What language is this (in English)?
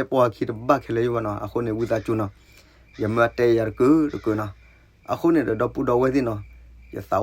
S'gaw Karen